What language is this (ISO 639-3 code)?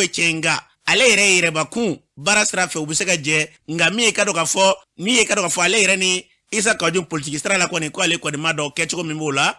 bam